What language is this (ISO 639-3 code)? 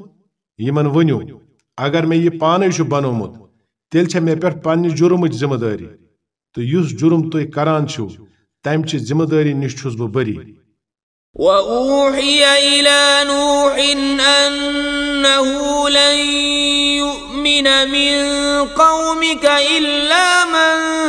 kas